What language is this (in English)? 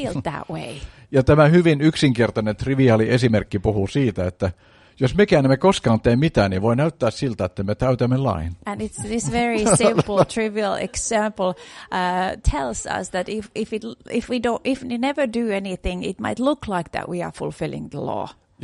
Finnish